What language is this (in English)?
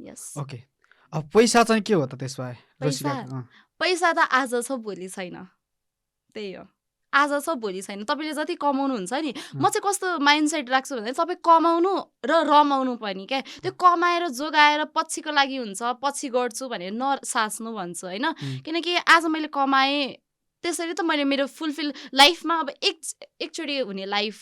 Nepali